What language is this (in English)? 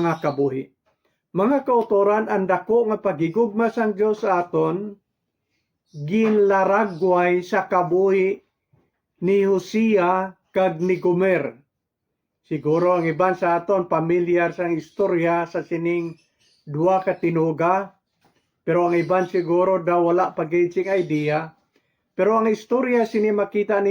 Hiligaynon